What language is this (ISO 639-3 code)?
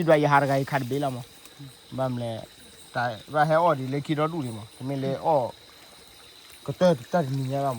ksw